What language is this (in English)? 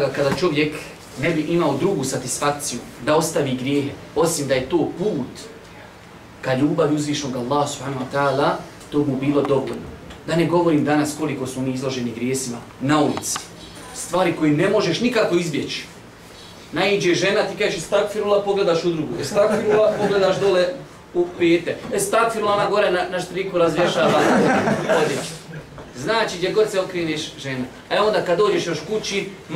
Bosnian